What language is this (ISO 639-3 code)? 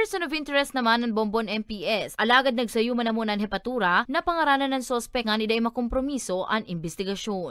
bik